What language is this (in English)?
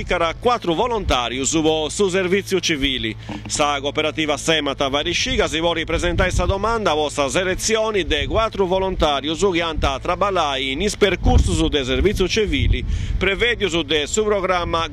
Sardinian